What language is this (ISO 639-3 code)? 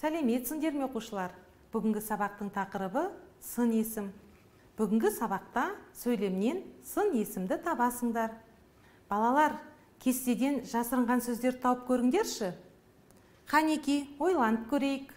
kaz